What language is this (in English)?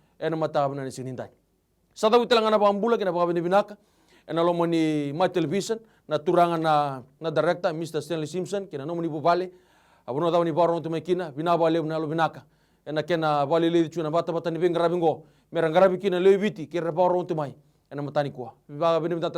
Fijian